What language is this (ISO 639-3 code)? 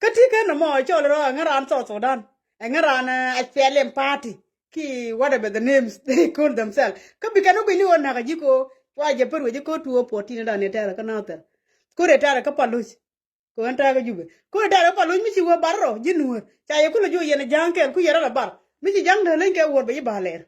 nus